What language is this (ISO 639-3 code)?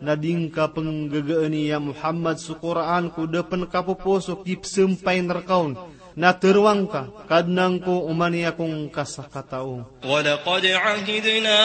mrw